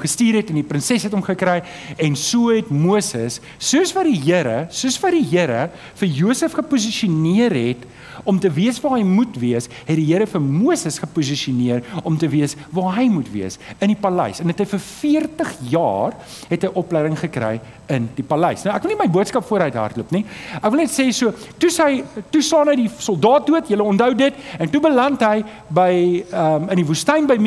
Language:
Afrikaans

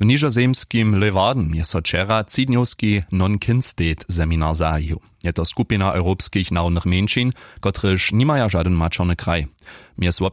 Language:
Upper Sorbian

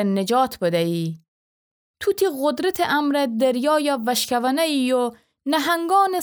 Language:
Gilaki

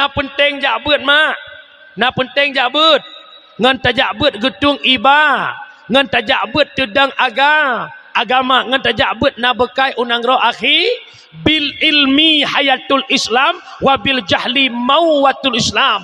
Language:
Achinese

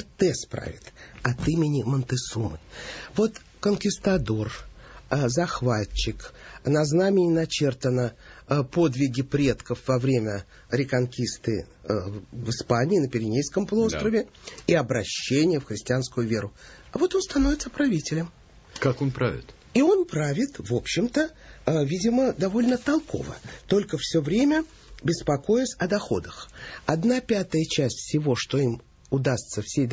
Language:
Russian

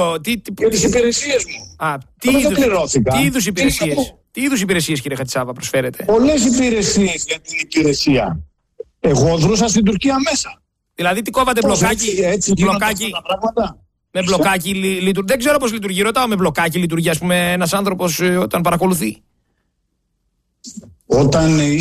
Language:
Greek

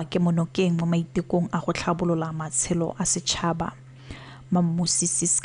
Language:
Tswana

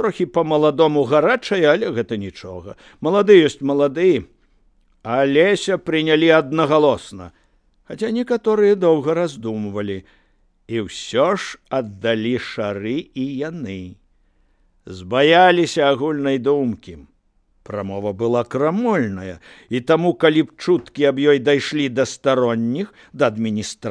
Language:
Belarusian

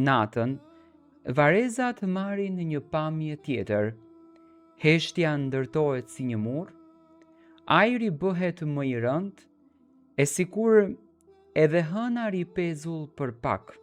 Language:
Albanian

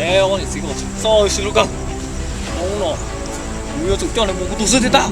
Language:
Hmong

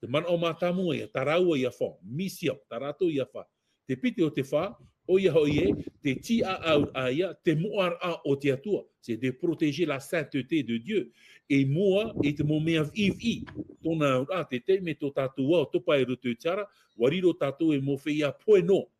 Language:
Tahitian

